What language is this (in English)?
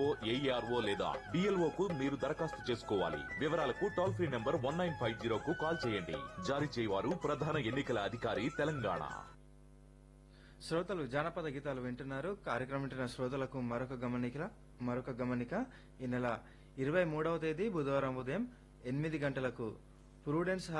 Telugu